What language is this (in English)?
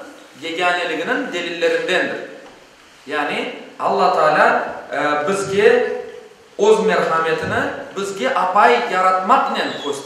Crimean Tatar